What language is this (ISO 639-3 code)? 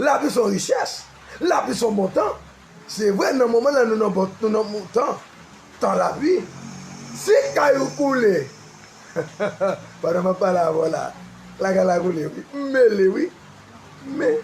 hat